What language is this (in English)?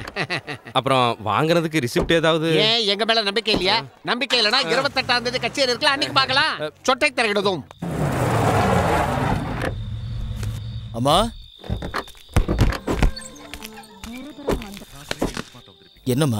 Tamil